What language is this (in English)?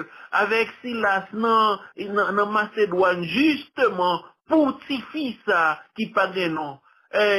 Haitian Creole